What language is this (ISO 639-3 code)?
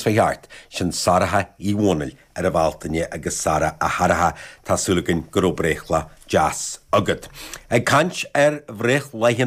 gle